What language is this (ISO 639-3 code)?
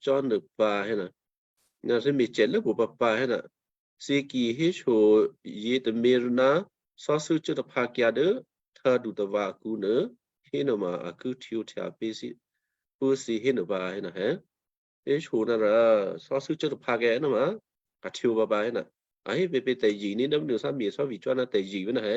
kyu